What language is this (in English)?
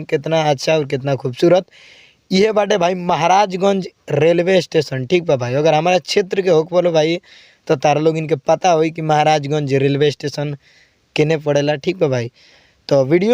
Bhojpuri